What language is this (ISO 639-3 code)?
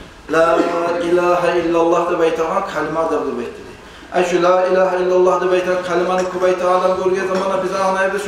kum